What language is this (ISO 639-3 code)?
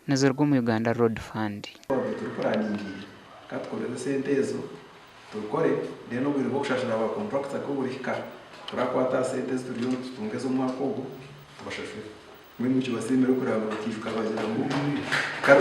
nyn